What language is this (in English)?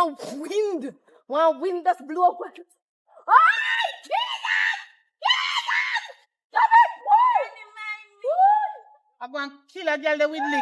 Jamaican Creole English